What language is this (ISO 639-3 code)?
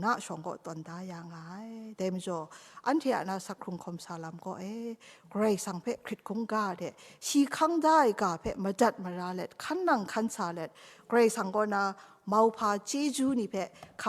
kac